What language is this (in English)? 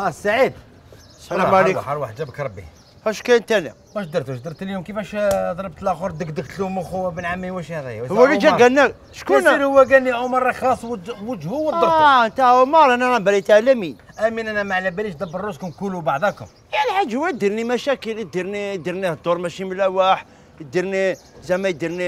Algerian Arabic